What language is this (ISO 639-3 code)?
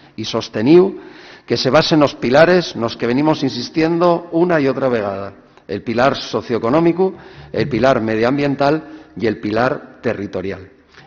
ast